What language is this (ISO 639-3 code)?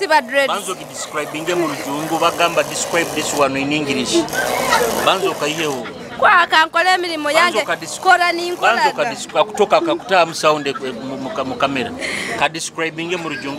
nyo